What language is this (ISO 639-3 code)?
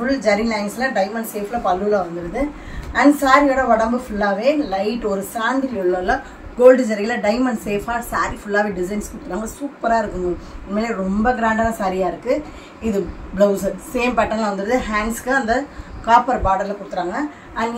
tam